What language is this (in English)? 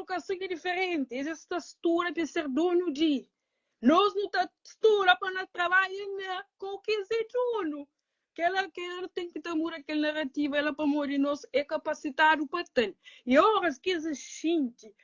Kabuverdianu